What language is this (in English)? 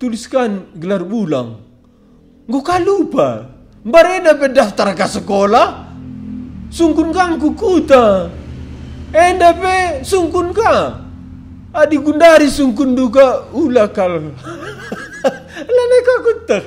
Batak Karo